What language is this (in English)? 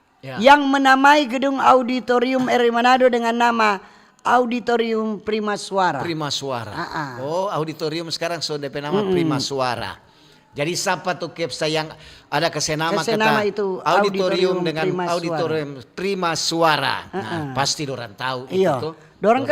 Manado Malay